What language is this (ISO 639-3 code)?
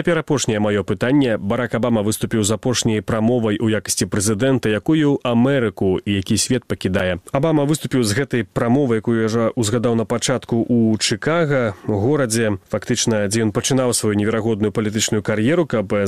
bel